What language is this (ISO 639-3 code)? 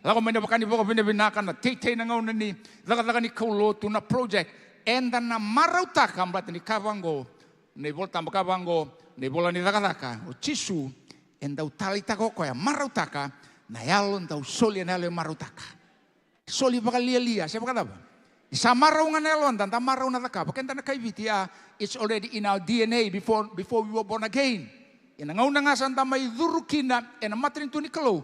fij